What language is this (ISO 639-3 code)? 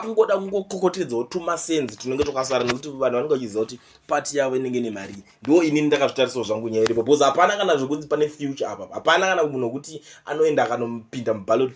sna